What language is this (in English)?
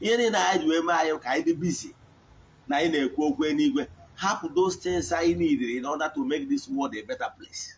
Igbo